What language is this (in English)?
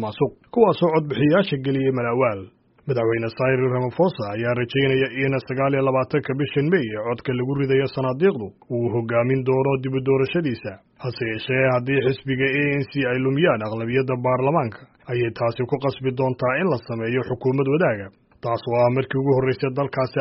Somali